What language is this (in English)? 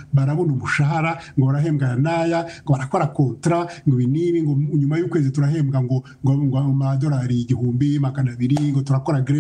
Kinyarwanda